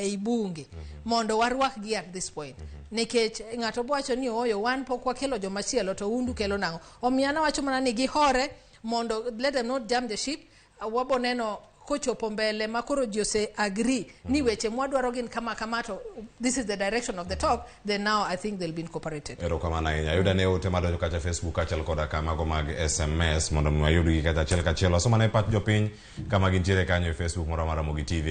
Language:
Luo (Kenya and Tanzania)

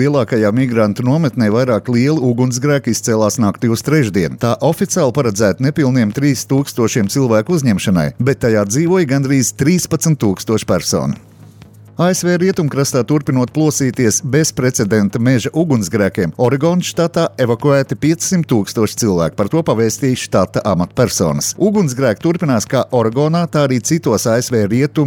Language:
Latvian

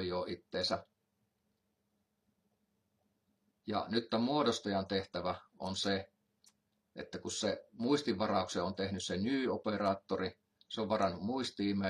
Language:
Finnish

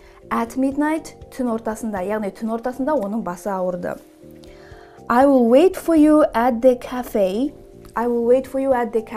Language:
Kazakh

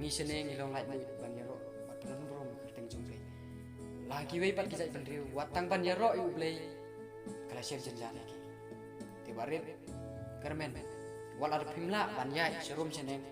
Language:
Khasi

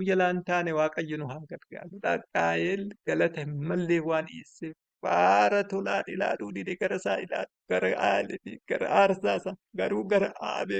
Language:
Oromo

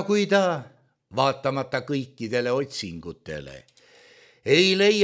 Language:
Estonian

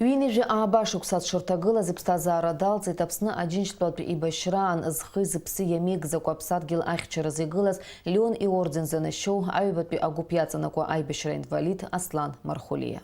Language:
Abkhazian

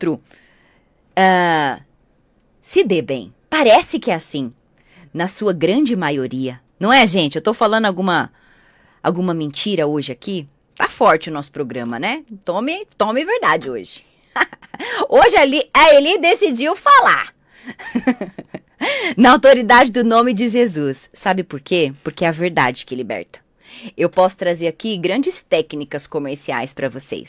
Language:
Portuguese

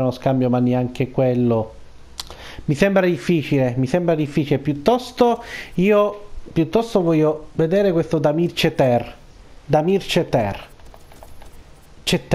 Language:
Italian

